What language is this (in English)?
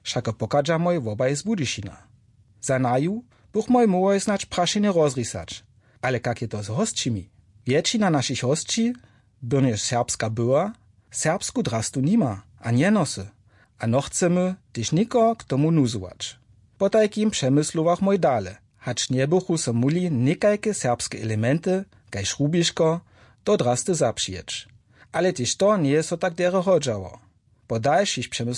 Upper Sorbian